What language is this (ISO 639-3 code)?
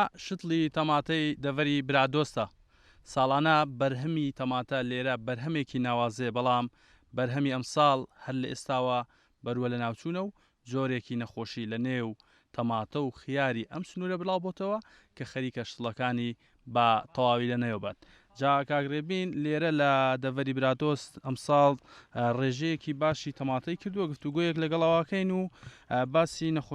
ckb